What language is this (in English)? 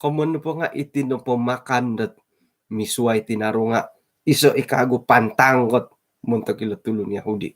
Central Dusun